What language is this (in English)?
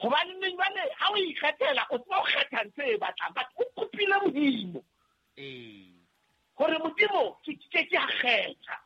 Southern Sotho